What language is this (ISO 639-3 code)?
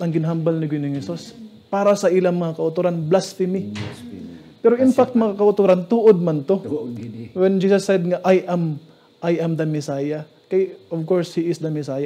hil